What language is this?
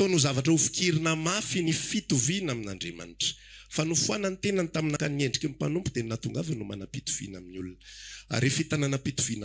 Malagasy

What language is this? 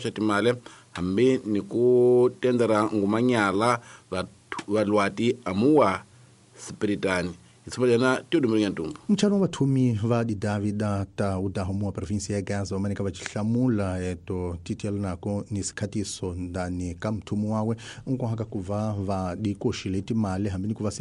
Tsonga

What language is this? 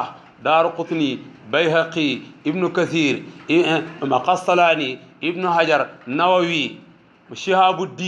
Wolof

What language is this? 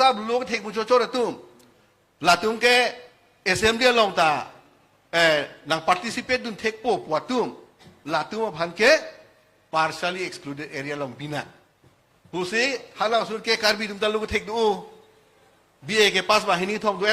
Karbi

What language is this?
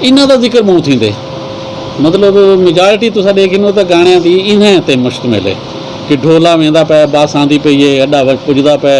Saraiki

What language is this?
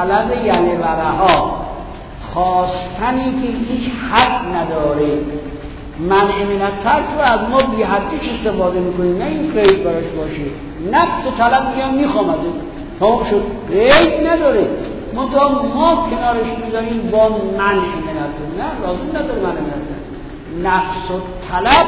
Persian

